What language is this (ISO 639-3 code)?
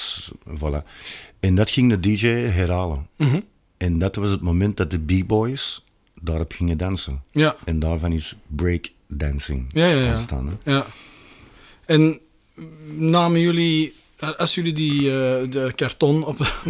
nld